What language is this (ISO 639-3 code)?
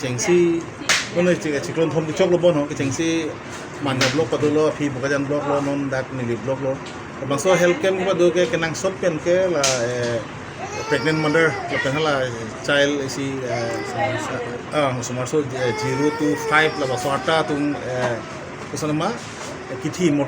mjw